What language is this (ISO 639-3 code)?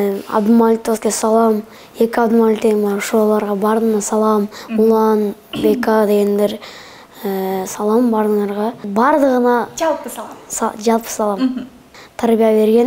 kir